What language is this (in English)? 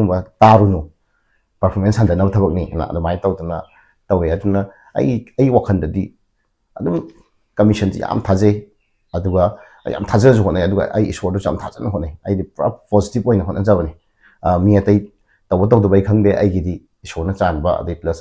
Manipuri